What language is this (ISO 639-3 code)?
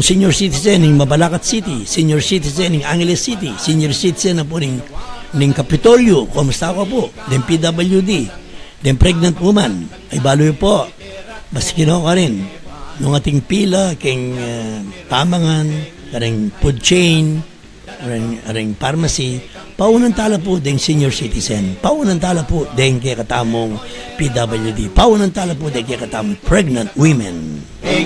pam